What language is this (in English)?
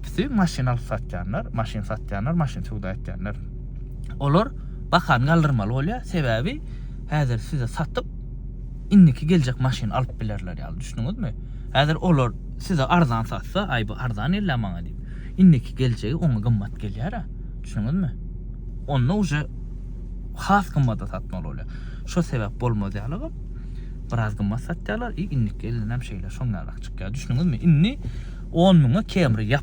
Turkmen